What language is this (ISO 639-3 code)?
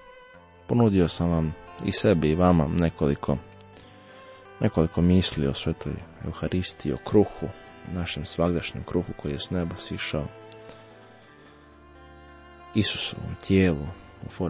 hrv